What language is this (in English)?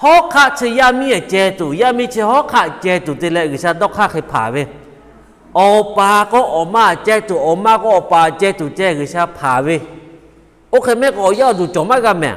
Lahu